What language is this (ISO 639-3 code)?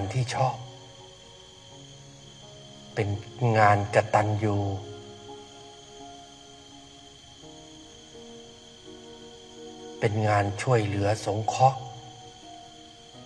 tha